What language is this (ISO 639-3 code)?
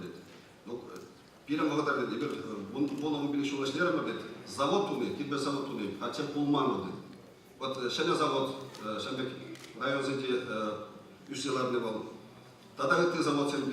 chv